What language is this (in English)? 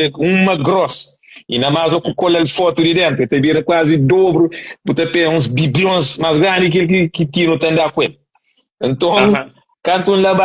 Kabuverdianu